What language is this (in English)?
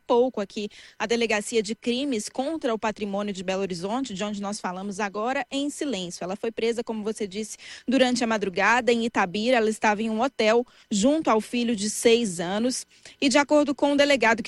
Portuguese